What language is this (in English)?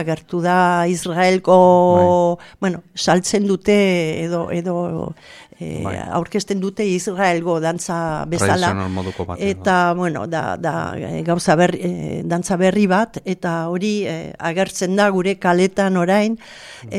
Basque